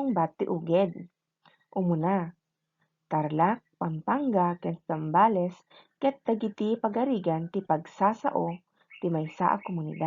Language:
Iloko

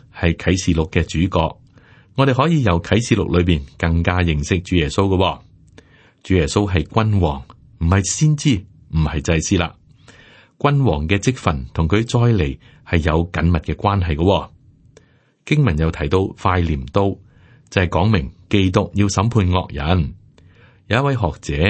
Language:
Cantonese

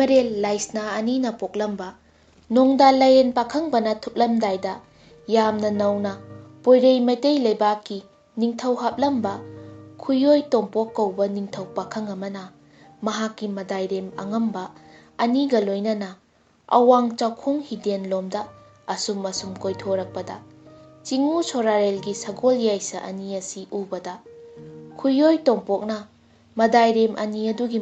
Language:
Manipuri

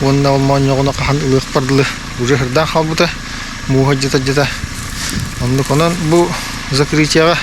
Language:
Yakut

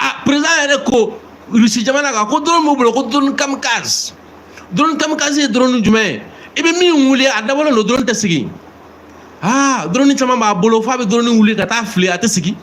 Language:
Bambara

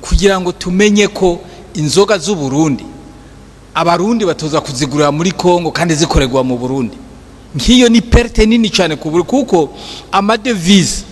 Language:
Rundi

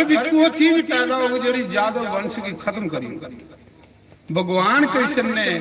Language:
Dogri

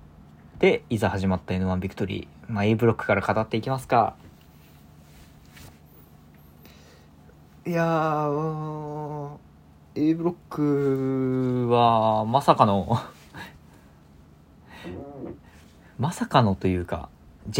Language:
Japanese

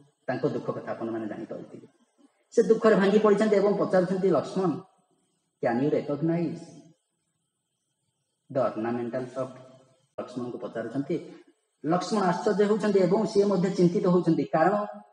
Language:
Odia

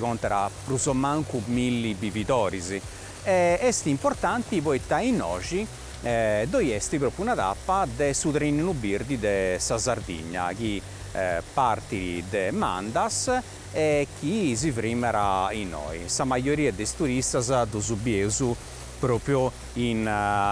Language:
Sardinian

